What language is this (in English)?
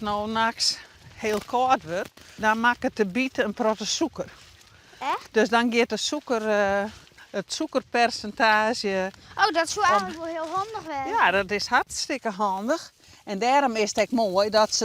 Western Frisian